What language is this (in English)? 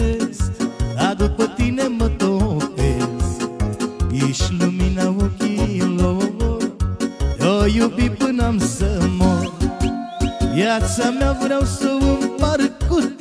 Romanian